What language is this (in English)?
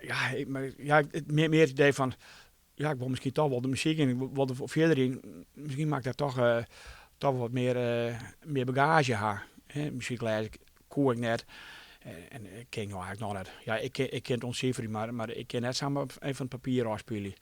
Western Frisian